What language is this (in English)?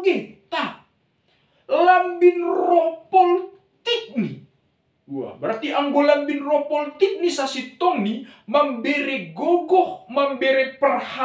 Batak Simalungun